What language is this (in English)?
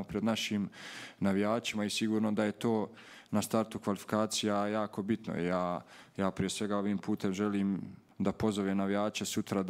Bosnian